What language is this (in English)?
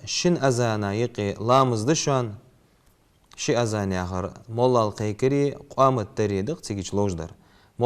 Ingush